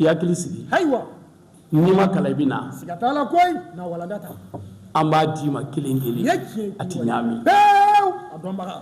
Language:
Bambara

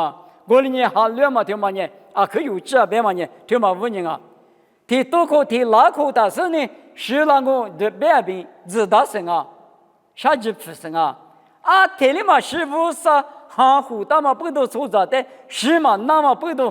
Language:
Lisu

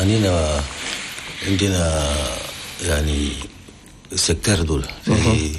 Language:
Chadian Arabic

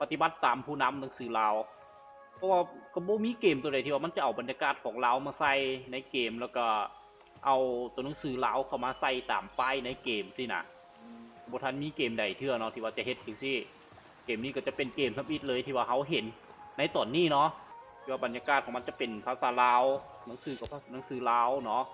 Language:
Lao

